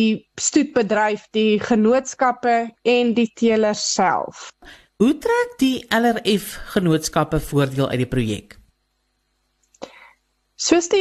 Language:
Afrikaans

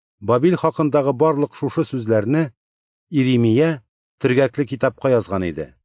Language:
Tatar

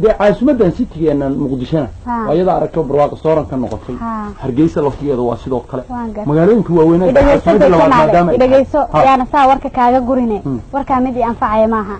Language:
Somali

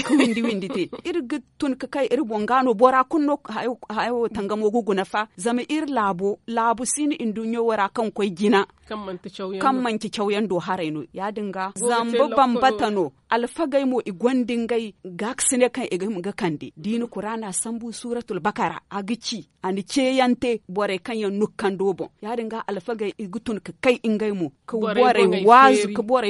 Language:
Zarma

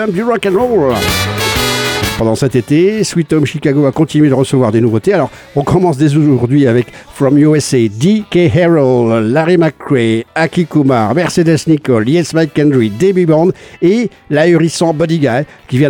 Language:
French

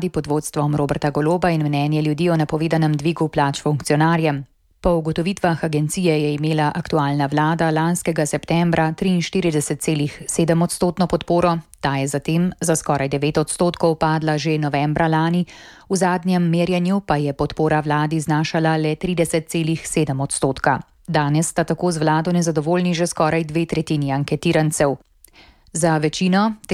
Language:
Slovenian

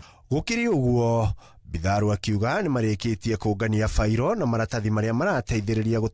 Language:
Kikuyu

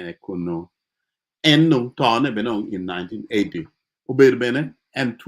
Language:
Acoli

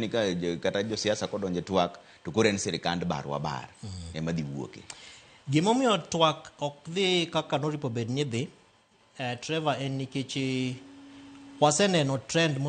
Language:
Luo (Kenya and Tanzania)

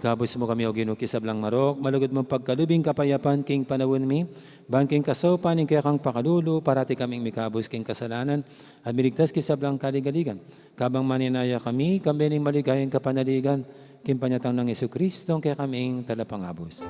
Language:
Pampanga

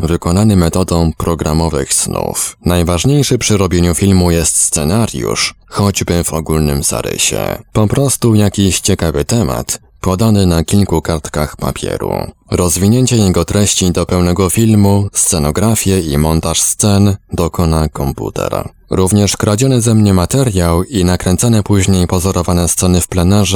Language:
Polish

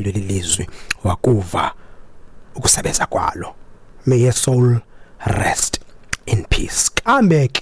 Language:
Xhosa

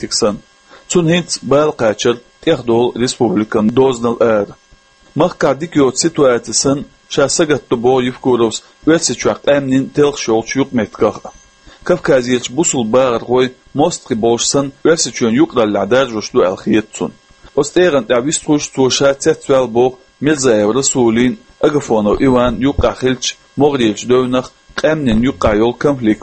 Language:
Chechen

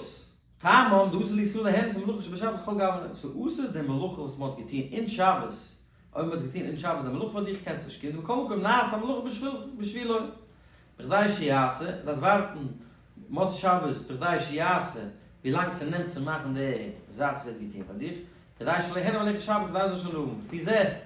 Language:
Yiddish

